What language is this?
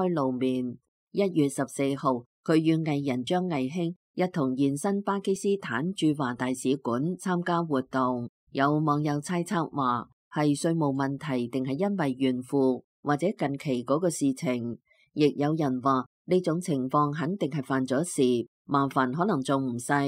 Cantonese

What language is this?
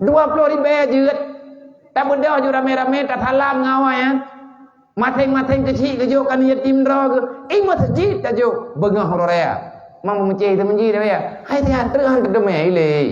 Achinese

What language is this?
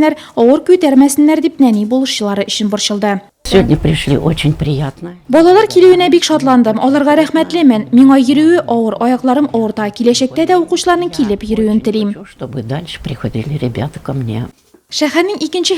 Tatar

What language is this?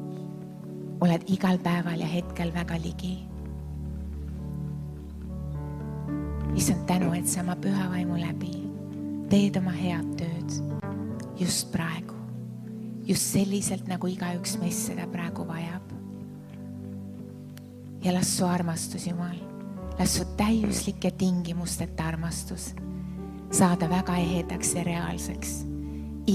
Estonian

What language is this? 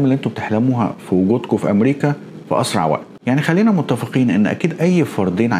Egyptian Arabic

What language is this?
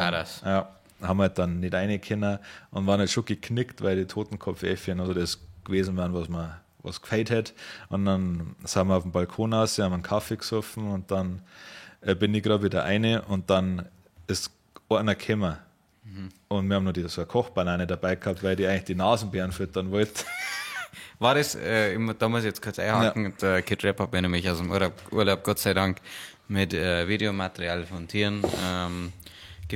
Bavarian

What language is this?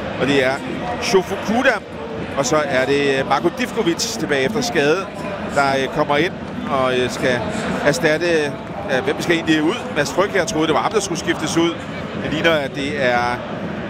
Danish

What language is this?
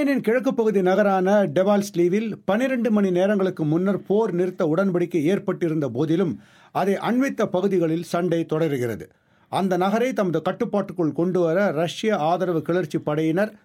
Tamil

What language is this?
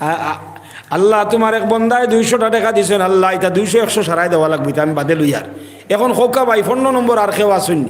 Sylheti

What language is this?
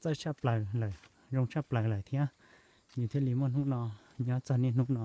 Hmong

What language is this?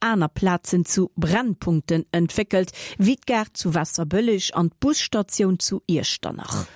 Luxembourgish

